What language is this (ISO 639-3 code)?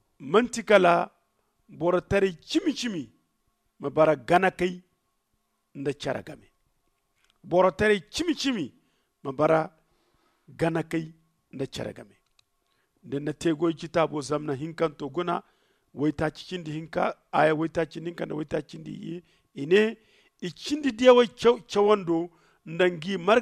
dje